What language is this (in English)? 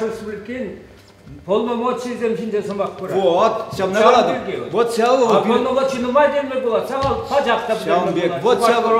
Chuvash